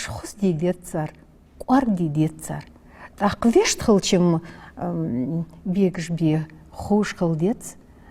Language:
Ingush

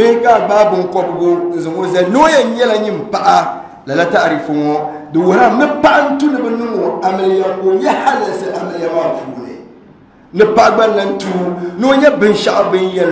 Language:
Dagbani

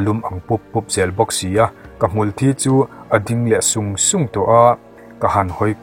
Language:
Mizo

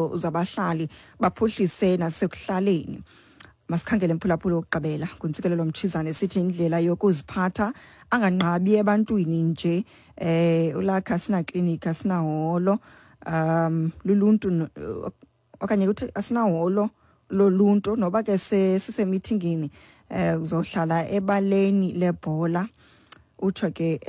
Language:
Xhosa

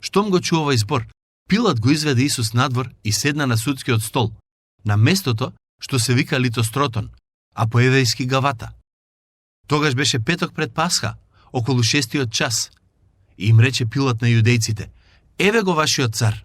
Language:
Macedonian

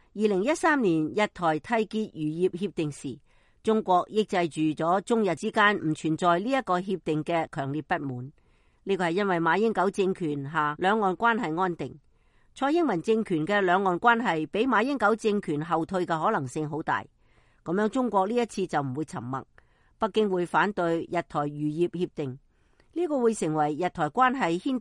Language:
Cantonese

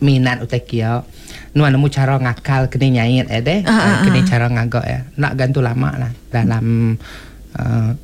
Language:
Iban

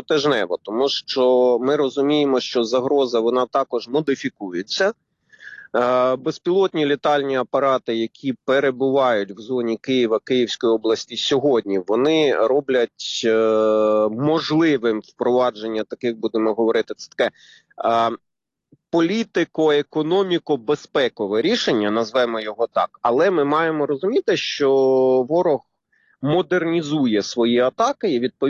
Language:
Ukrainian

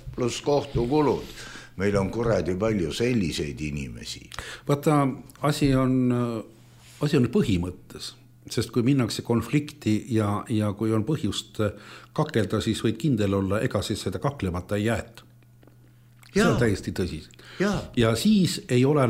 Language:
Estonian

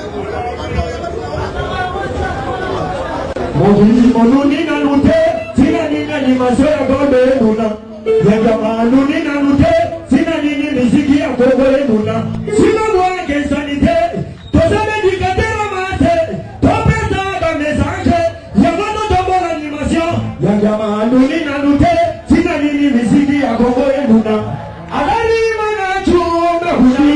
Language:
Lingala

